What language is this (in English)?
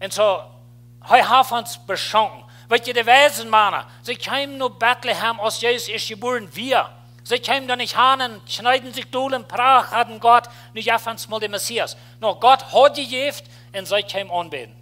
Plautdietsch